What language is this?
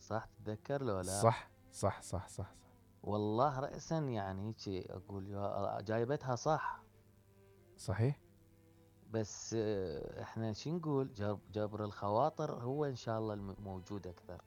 Mesopotamian Arabic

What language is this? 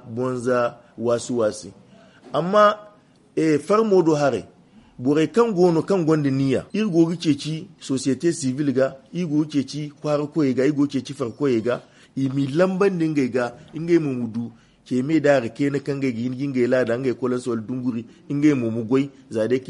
Zarma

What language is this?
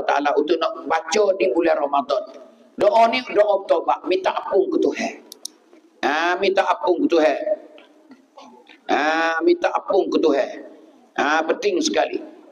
Pattani Malay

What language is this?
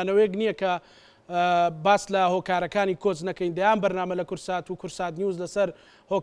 Central Kurdish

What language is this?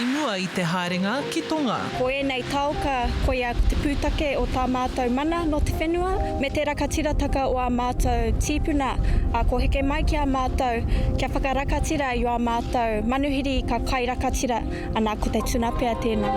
Māori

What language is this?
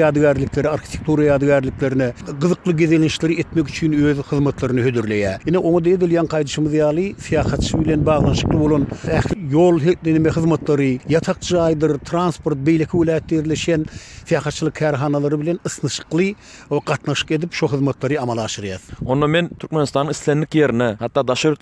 Turkmen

